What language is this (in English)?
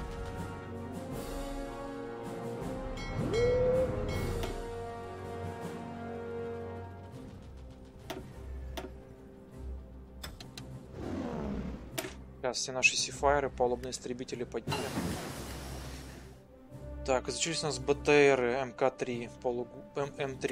Russian